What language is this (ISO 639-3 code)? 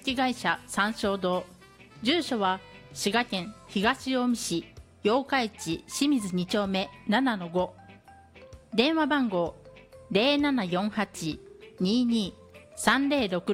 jpn